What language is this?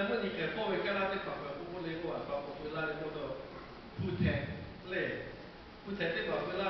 Lahu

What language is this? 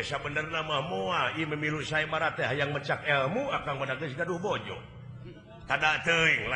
Sundanese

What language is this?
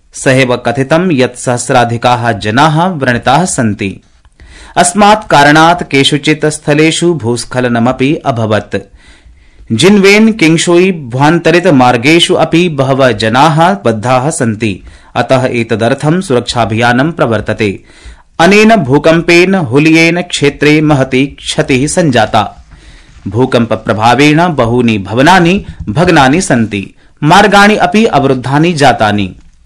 Sanskrit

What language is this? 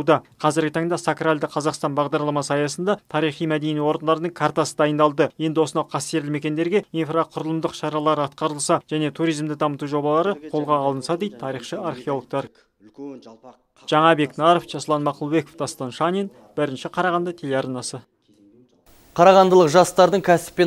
Kazakh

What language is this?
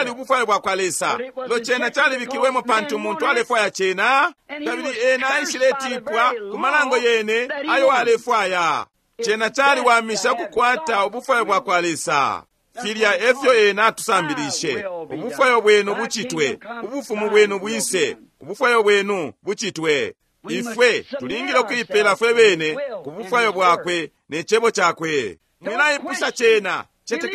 Bemba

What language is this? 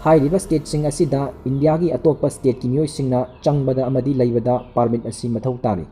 Manipuri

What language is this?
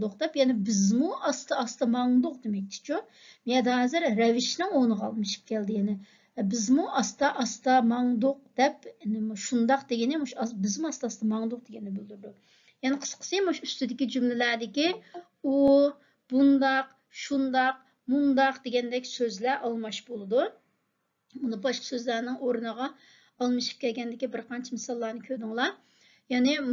Uyghur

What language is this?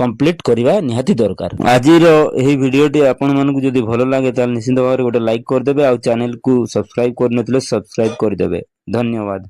Odia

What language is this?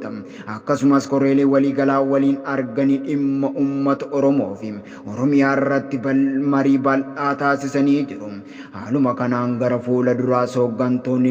Oromo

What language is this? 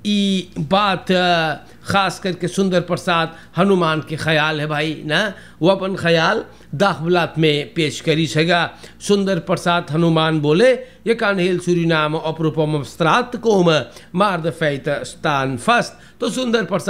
Caribbean Hindustani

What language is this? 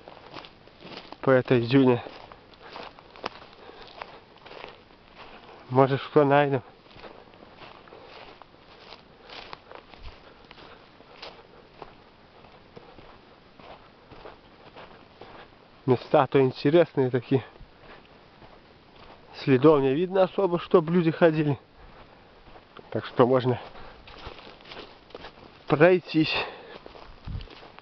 Russian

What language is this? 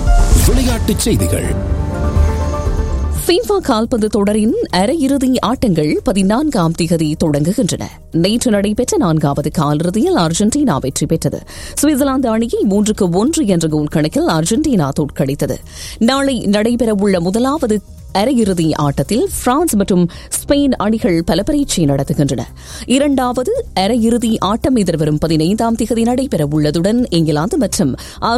Tamil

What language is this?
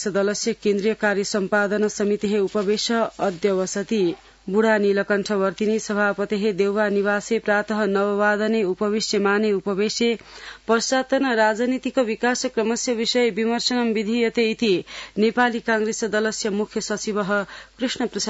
Sanskrit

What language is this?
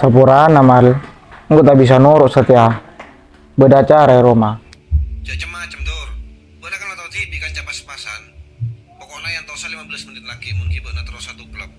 Madurese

